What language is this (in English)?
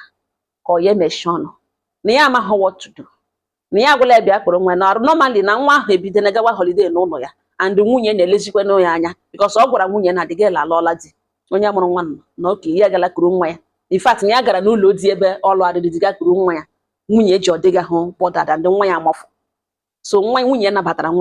Igbo